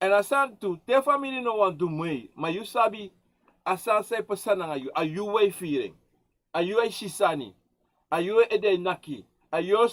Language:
Sranan Tongo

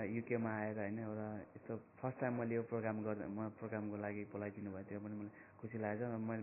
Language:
Nepali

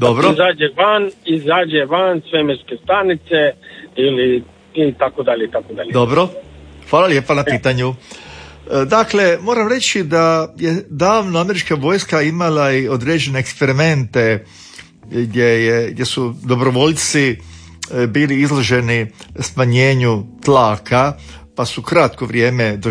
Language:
Croatian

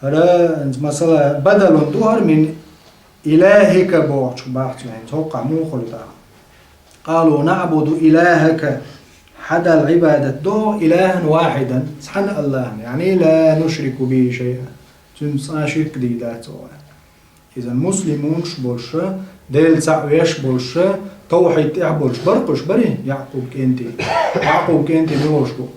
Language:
Chechen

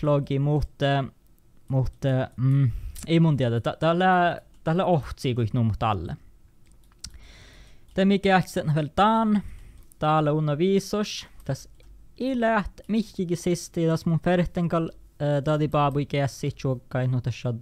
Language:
Northern Sami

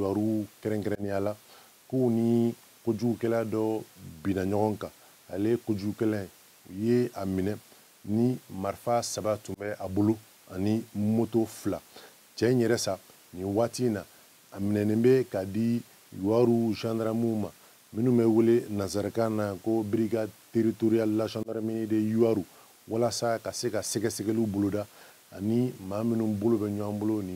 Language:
Bambara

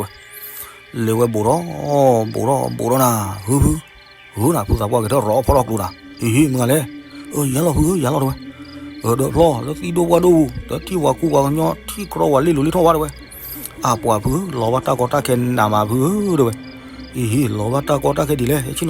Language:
S'gaw Karen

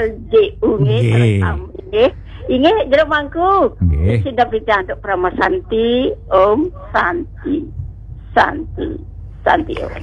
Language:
Balinese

